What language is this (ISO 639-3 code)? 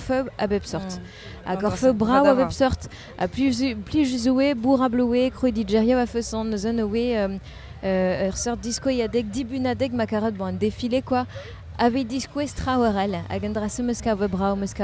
bre